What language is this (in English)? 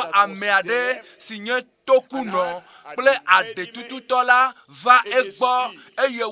Ewe